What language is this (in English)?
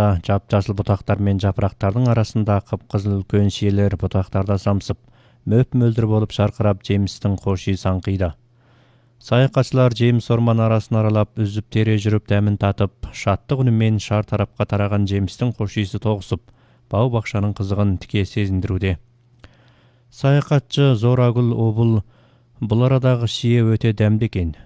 Kazakh